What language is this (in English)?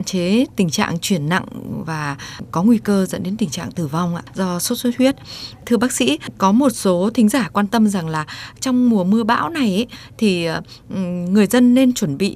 Vietnamese